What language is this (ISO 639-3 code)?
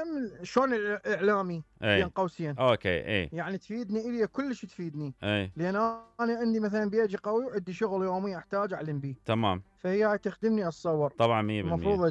acm